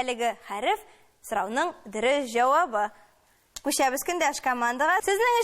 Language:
Tatar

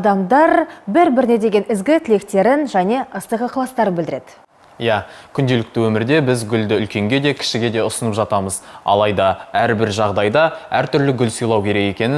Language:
Kazakh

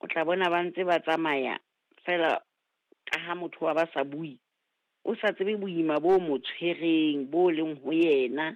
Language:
Southern Sotho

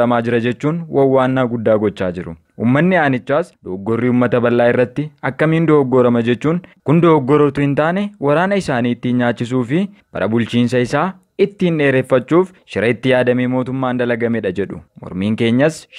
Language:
Oromo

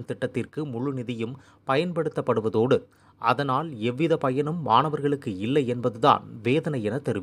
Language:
Tamil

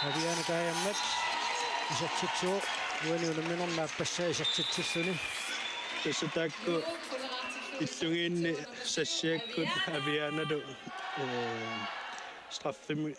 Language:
Kalaallisut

